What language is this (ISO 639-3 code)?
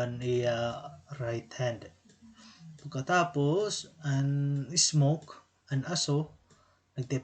war